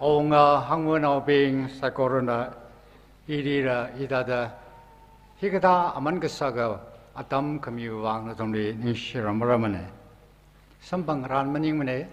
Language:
Tangkhul Naga (India)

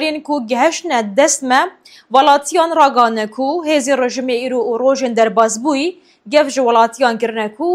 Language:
Kurdish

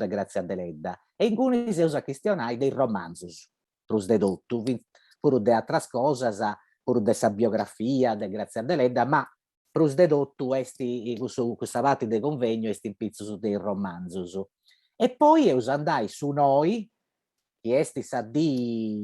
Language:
Sardinian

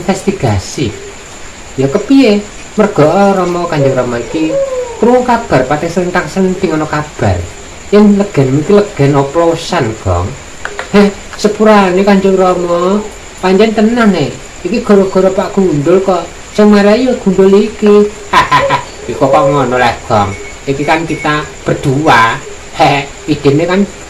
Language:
Javanese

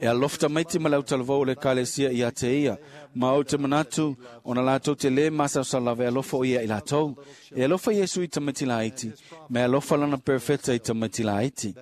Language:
Samoan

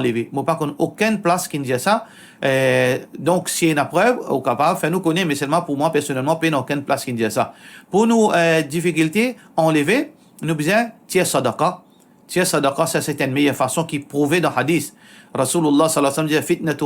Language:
Morisyen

